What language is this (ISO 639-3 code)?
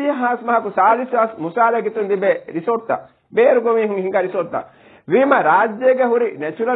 div